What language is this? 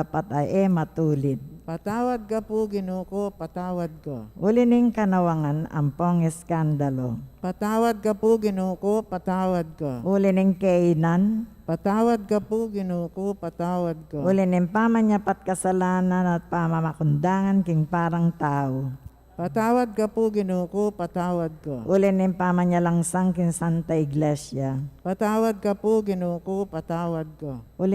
Pampanga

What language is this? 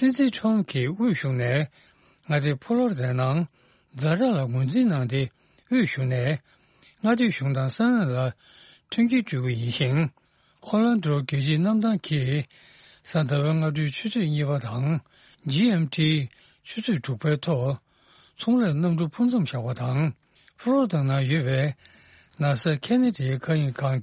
Tibetan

